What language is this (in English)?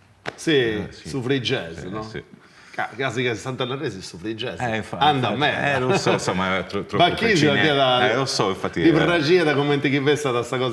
Sardinian